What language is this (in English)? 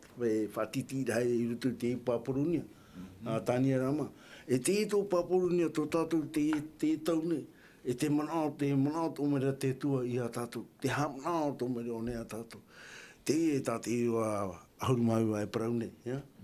Tahitian